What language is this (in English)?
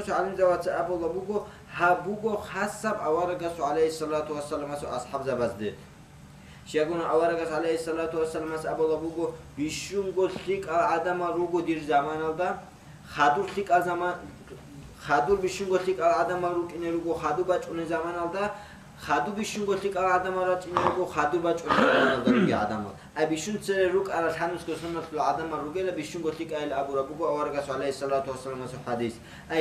Avaric